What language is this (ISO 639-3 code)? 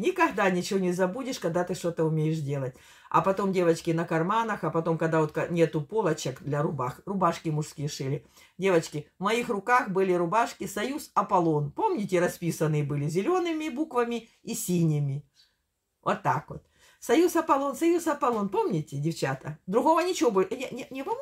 rus